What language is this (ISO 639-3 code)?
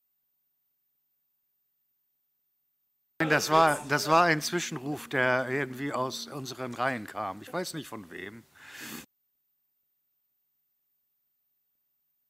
deu